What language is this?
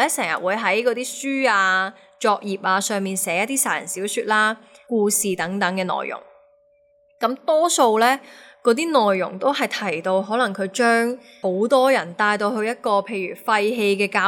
Cantonese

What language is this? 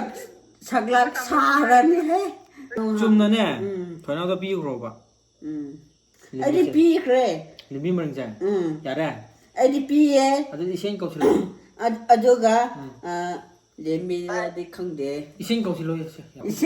Manipuri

